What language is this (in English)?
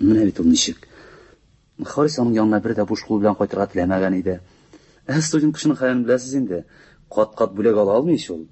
Tatar